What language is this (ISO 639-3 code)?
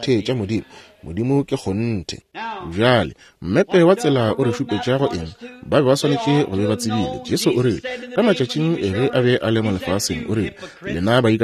nso